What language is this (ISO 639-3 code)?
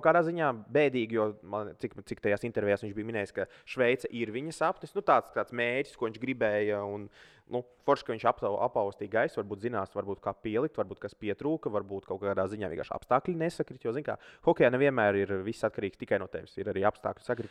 lav